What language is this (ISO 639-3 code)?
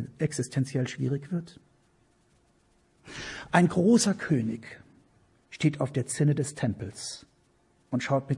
deu